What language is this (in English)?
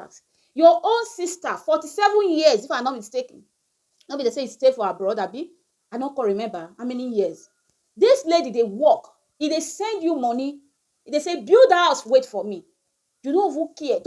Nigerian Pidgin